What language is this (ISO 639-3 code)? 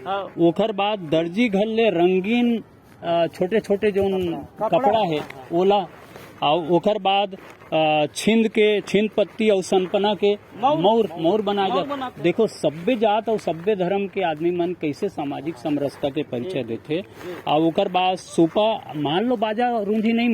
hne